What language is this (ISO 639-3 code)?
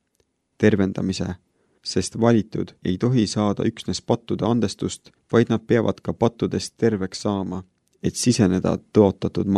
est